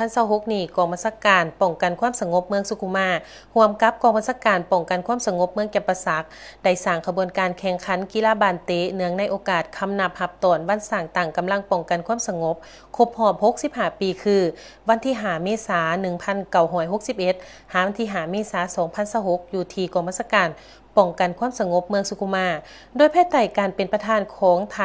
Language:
Lao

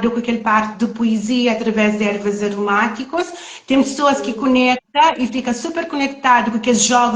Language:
Kabuverdianu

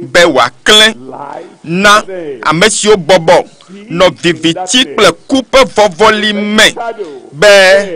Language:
Ewe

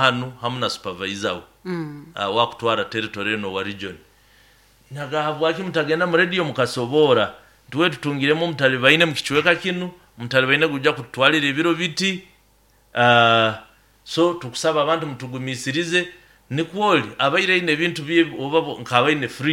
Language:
Nyoro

